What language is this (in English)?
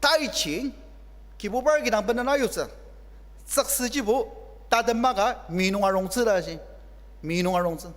Ao Naga